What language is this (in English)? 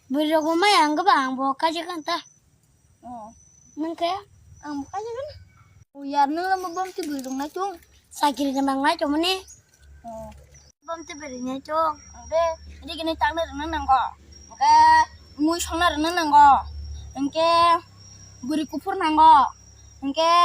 Kok Borok